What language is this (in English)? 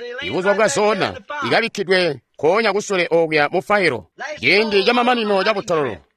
Tonga (Zambia)